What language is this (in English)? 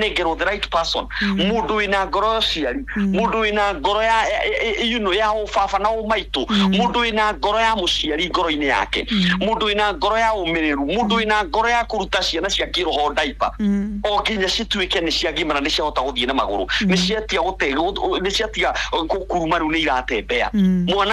Kikuyu